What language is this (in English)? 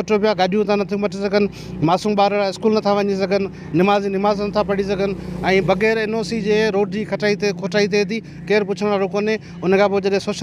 Sindhi